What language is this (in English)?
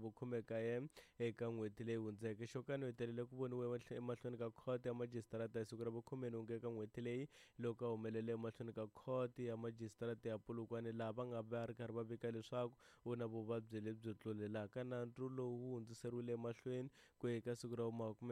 Tsonga